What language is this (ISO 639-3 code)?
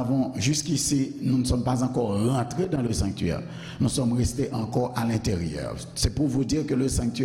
hat